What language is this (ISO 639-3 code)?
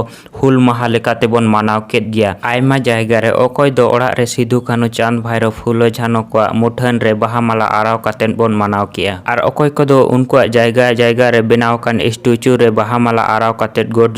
sat